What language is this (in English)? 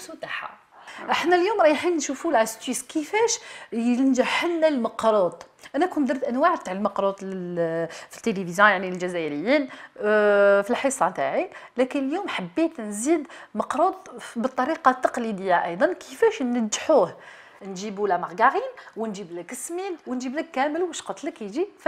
Algerian Arabic